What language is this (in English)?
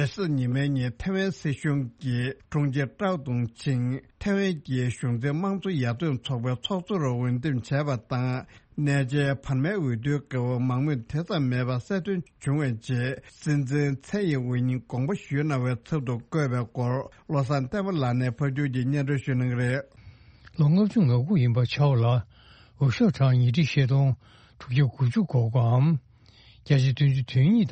Tibetan